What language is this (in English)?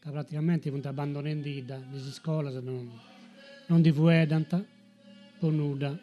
Sardinian